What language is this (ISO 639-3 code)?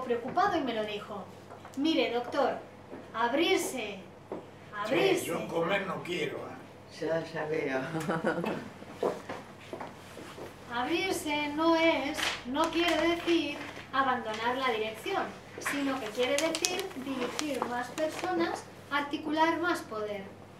spa